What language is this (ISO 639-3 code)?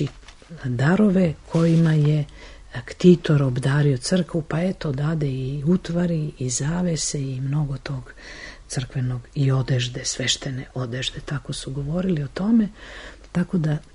srp